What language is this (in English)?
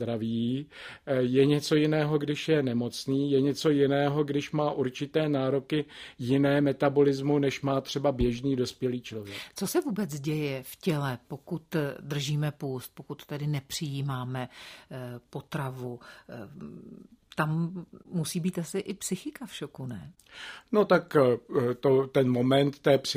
Czech